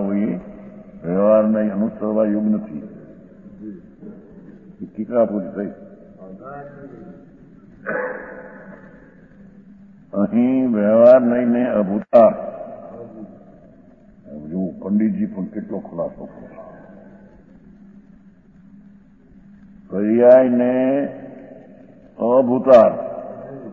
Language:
Gujarati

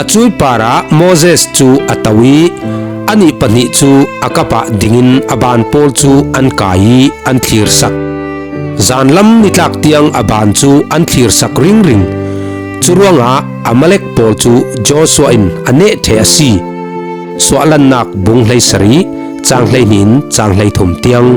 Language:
Falam Chin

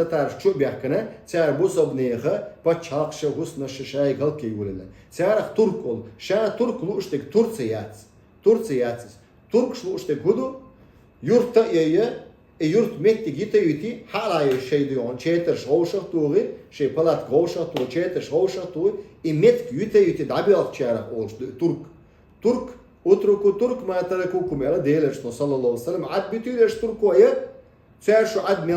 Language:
Chechen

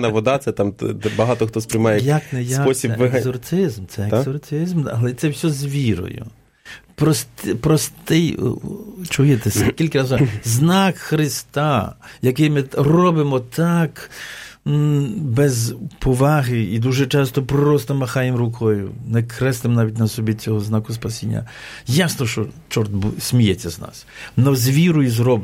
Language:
Ukrainian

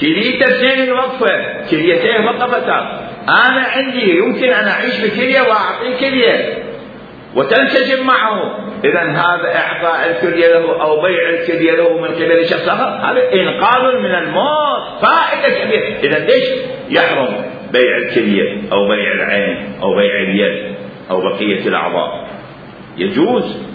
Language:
Mesopotamian Arabic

